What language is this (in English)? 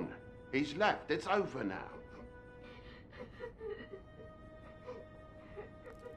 Hungarian